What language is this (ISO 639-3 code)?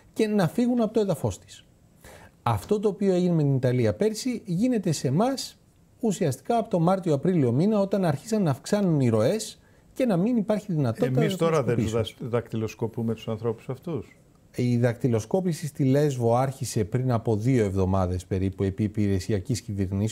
ell